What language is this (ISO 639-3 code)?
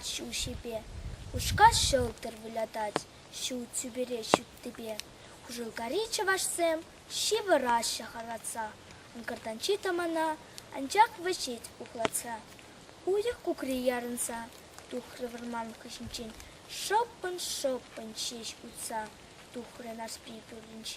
chv